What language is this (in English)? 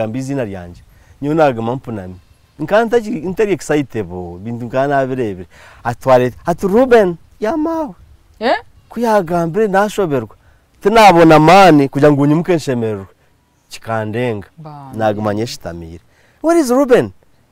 Nyankole